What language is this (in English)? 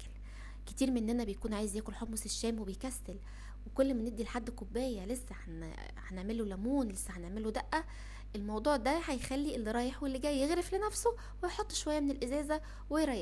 Egyptian Arabic